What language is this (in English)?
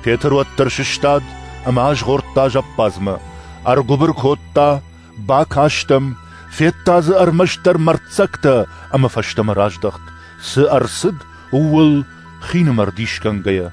Ossetic